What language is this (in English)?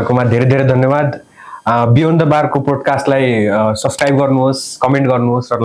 Nepali